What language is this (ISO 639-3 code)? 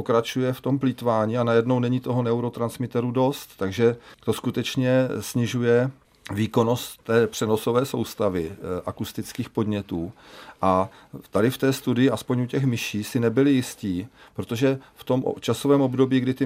ces